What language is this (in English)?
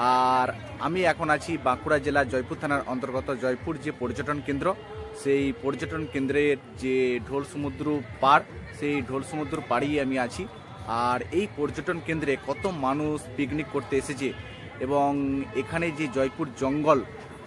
Bangla